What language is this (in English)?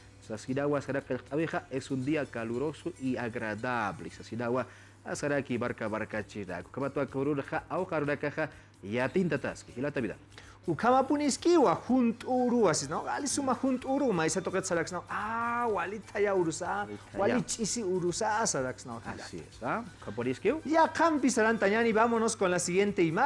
Aymara